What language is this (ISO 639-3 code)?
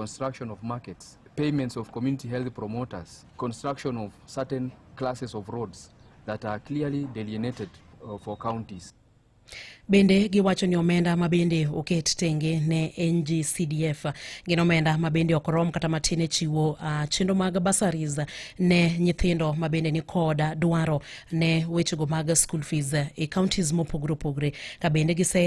luo